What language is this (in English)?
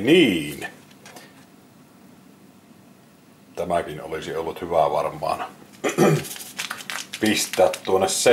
Finnish